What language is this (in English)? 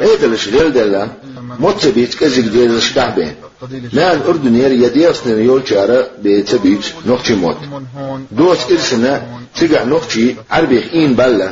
Chechen